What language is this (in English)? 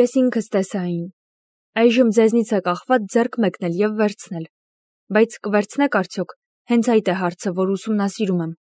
Armenian